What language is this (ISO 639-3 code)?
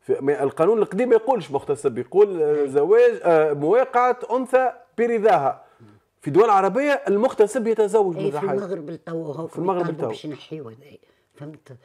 aeb